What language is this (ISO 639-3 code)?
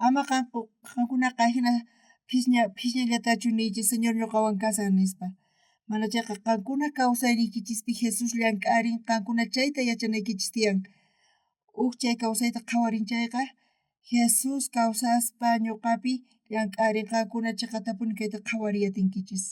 quh